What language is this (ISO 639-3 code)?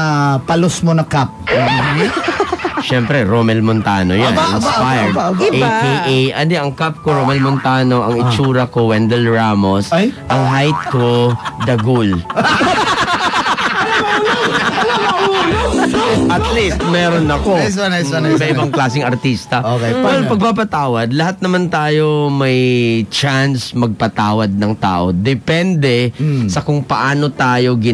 fil